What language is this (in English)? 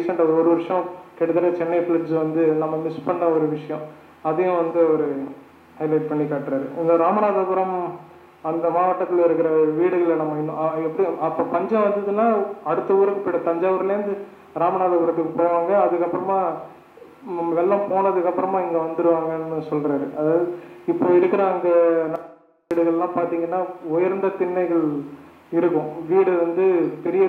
Tamil